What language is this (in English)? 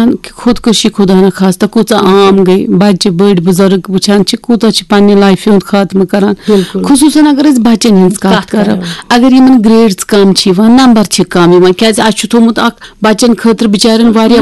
Kashmiri